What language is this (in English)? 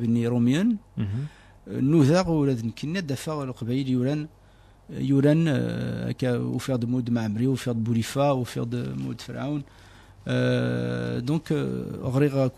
Kabyle